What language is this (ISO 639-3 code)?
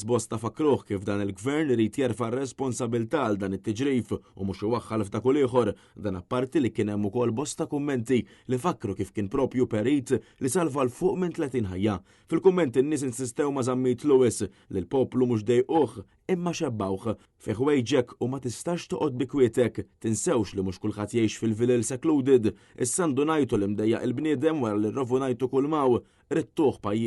mlt